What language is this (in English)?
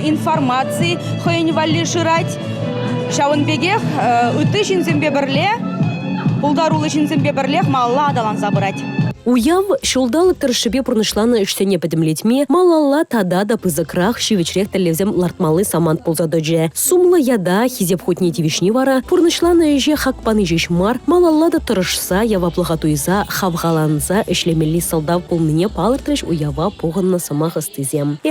Chuvash